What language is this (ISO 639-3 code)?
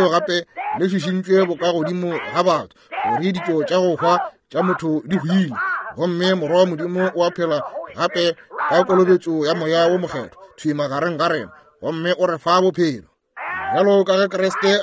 nso